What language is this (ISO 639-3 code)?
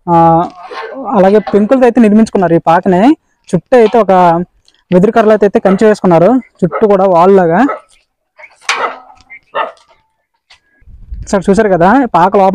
tel